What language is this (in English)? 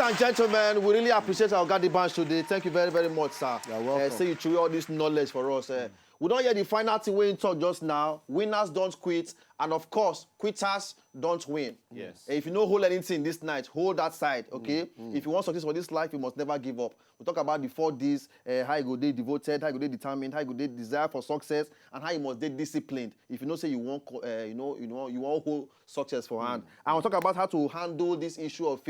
Nigerian Pidgin